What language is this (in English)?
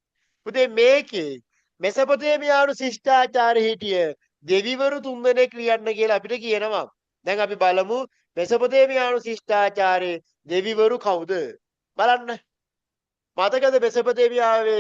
Sinhala